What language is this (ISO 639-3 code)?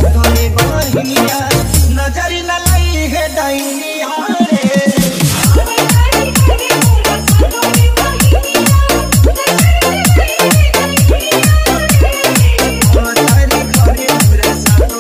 bho